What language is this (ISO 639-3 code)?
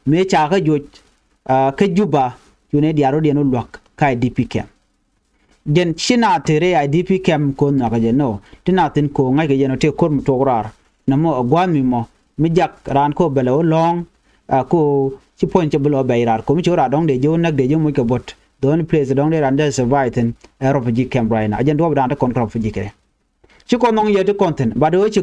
nus